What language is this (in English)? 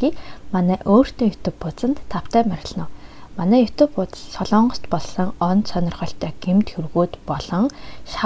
Mongolian